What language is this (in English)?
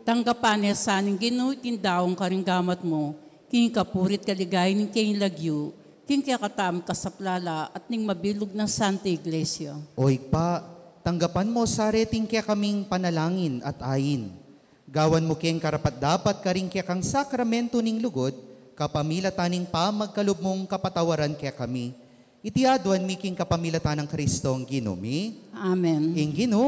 Pampanga